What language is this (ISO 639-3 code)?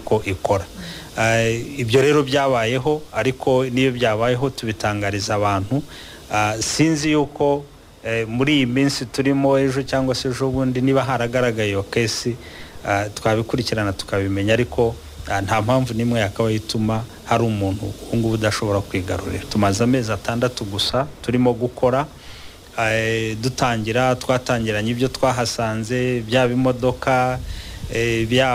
kin